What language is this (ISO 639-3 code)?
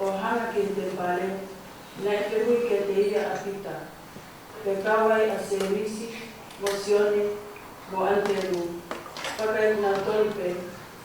ton